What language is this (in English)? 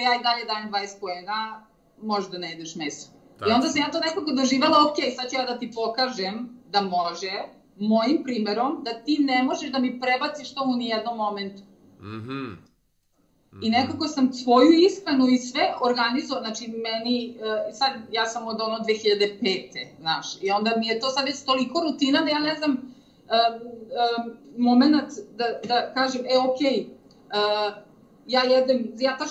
Serbian